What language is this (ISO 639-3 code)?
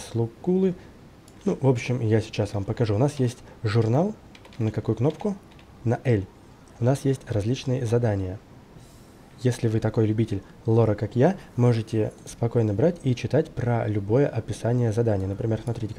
rus